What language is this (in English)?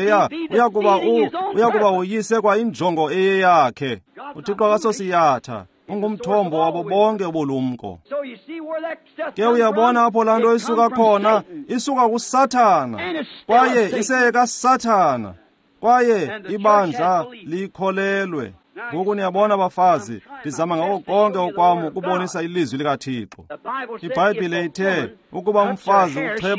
Xhosa